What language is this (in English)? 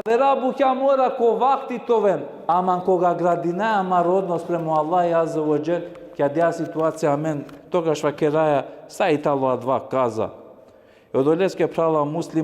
Balkan Romani